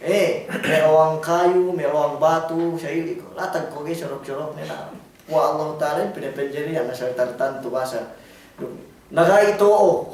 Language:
Yakan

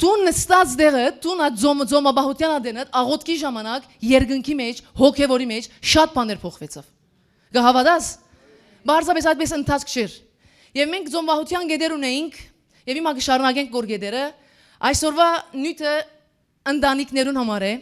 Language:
Western Armenian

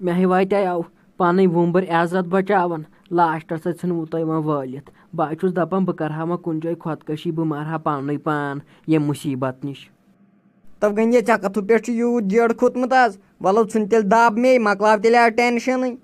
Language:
Kashmiri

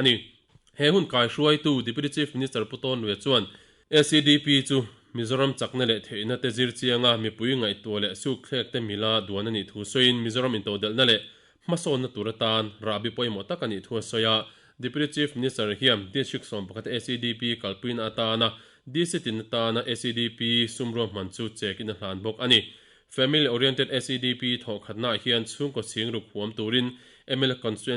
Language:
Mizo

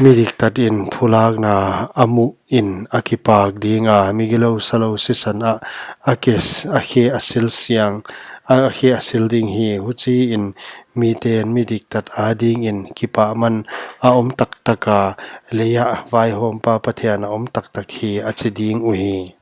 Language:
Paite Chin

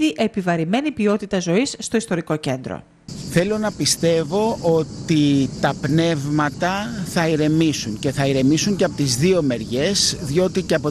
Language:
Greek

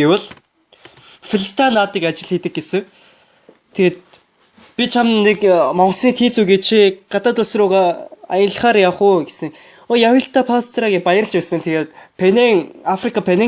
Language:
Mongolian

